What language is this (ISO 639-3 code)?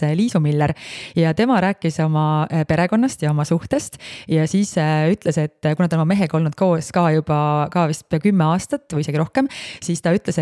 est